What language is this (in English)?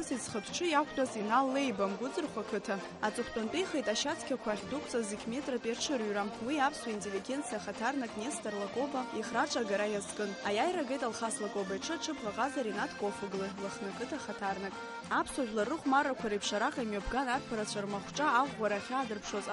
Abkhazian